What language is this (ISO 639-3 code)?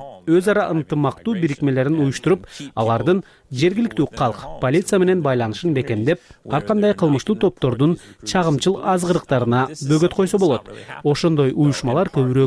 kir